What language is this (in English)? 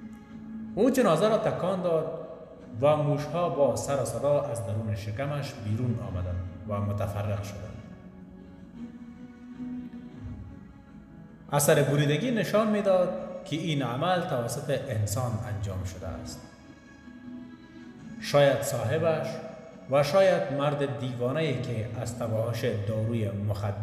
Persian